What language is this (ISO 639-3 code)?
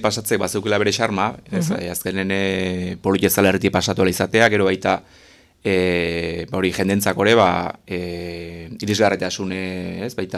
eus